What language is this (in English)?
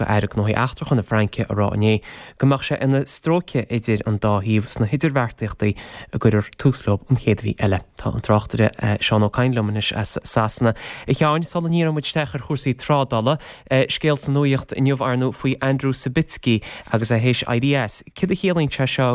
Irish